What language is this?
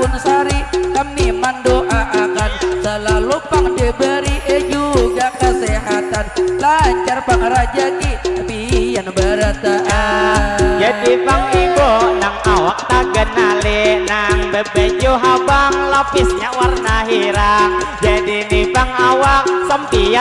Banjar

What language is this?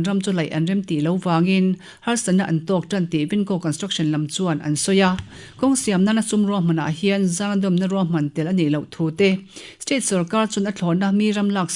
Mizo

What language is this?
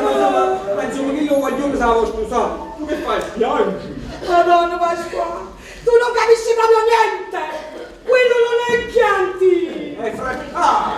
Neapolitan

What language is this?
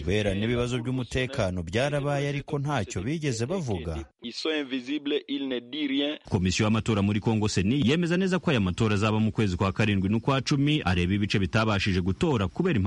Kinyarwanda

